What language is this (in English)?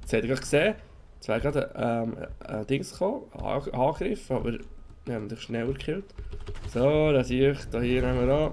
Swiss German